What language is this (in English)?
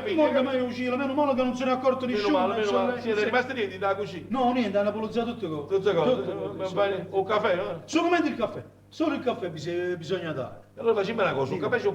Neapolitan